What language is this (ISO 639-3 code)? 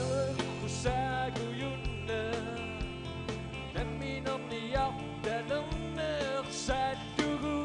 kal